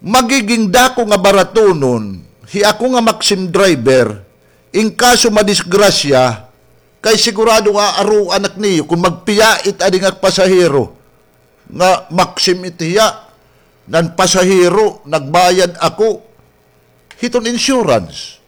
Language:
Waray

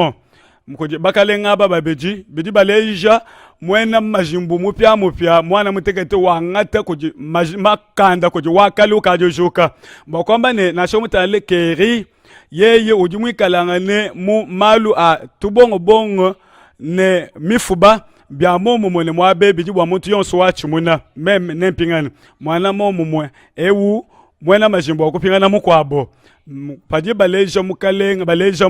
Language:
Luba-Lulua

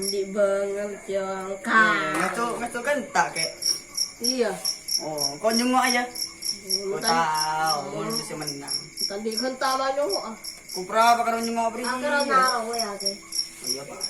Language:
Madurese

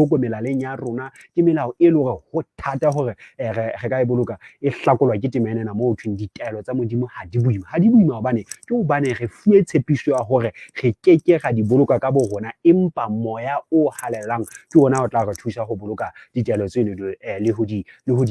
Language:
Southern Sotho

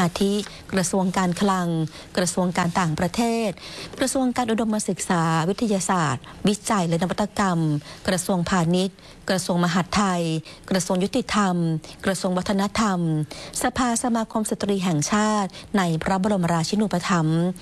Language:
Thai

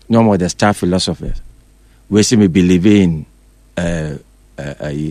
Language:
Akan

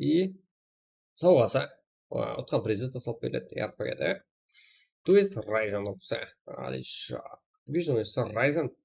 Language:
Kara-Kalpak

